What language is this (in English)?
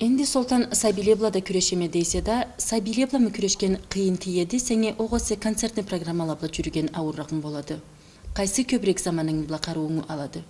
Karachay-Balkar